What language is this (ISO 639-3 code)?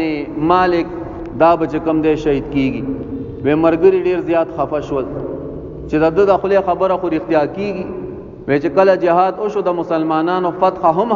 pus